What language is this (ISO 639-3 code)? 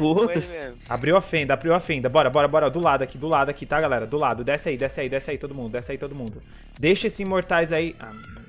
por